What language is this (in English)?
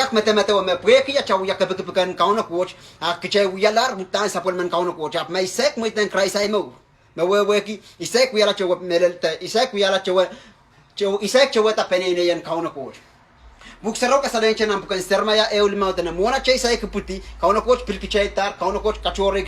Pohnpeian